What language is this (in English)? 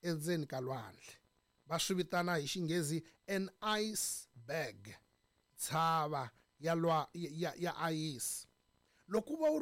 Tsonga